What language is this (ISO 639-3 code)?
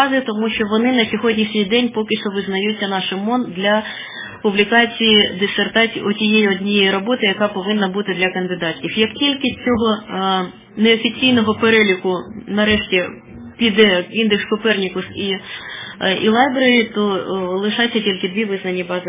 ukr